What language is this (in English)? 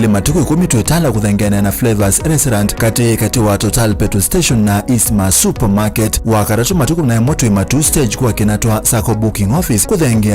Kamba